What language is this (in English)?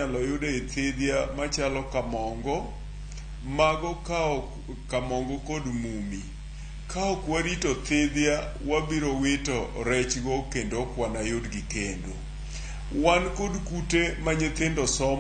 Luo (Kenya and Tanzania)